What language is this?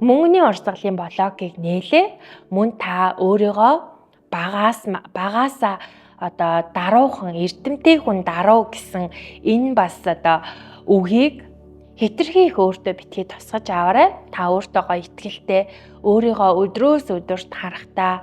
Mongolian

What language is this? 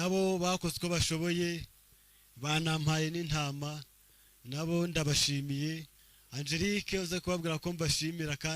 Kinyarwanda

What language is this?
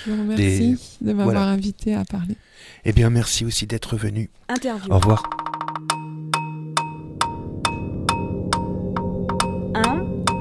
French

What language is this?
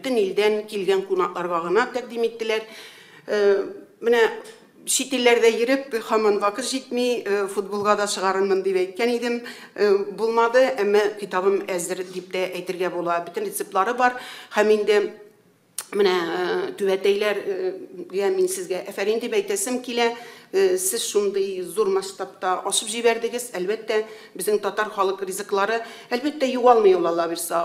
Tatar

